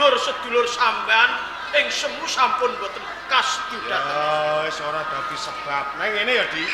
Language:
Javanese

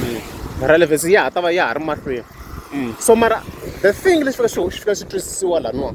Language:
Tsonga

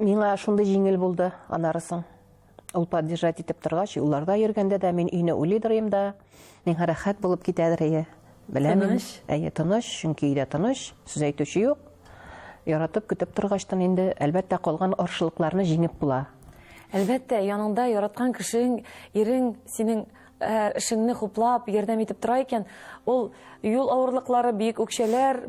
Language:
Tatar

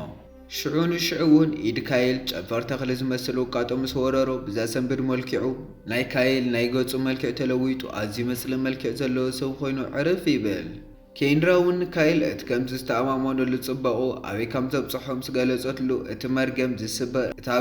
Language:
Tigrinya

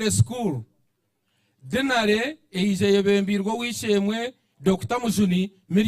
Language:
Nyankole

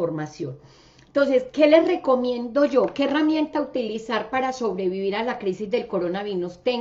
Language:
Spanish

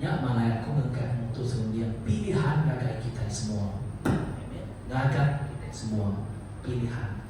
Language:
Iban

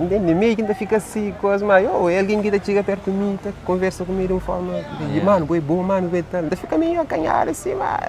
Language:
Kabuverdianu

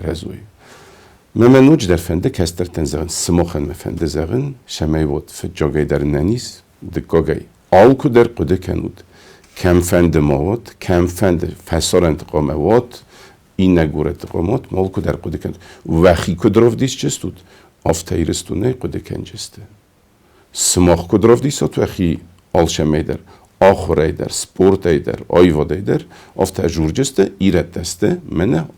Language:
Ossetic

